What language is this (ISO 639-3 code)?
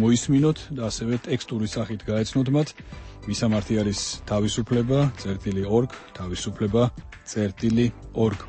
kat